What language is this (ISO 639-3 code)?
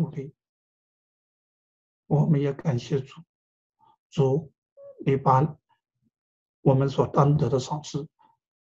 zho